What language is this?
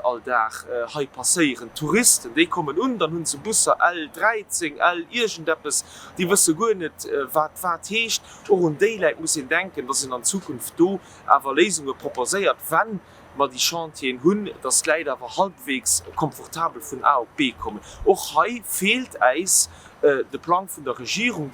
Luxembourgish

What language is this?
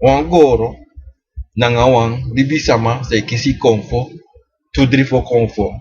Sranan Tongo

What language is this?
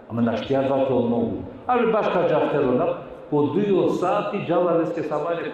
Balkan Romani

